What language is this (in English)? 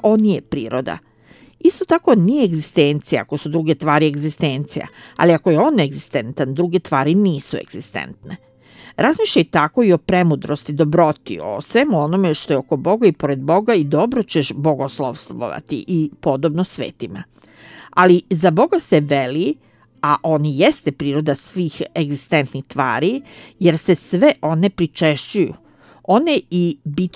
Serbian